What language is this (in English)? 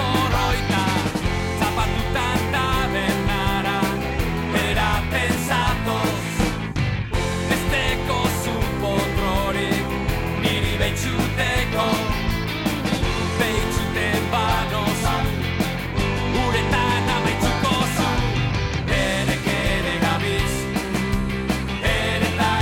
Basque